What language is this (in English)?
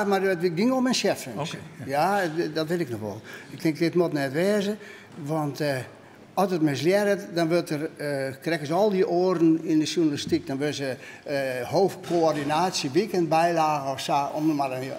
Western Frisian